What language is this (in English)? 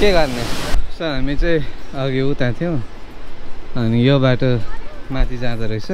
Nepali